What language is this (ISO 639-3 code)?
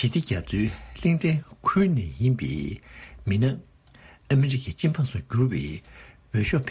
bod